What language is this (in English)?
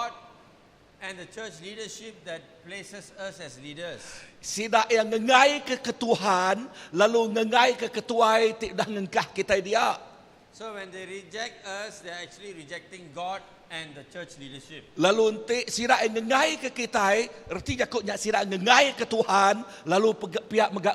Iban